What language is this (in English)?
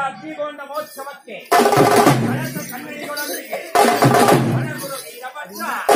Kannada